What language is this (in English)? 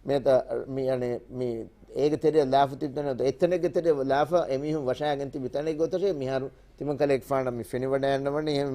Divehi